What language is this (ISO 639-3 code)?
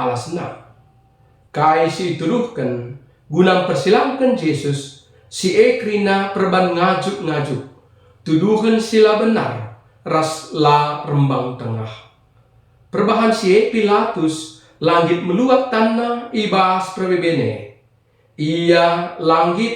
btx